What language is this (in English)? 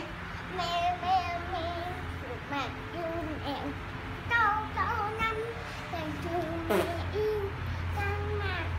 Vietnamese